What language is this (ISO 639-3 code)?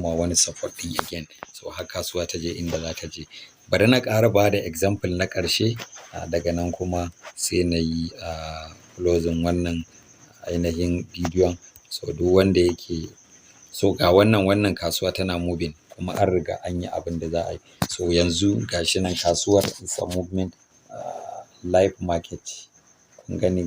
hau